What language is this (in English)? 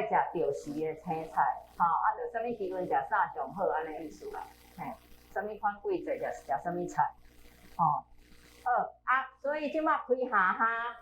Min Nan Chinese